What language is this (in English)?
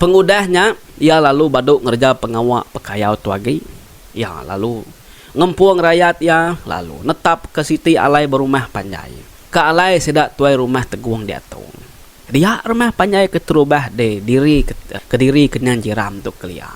Iban